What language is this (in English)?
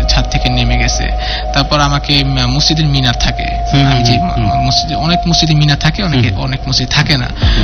Bangla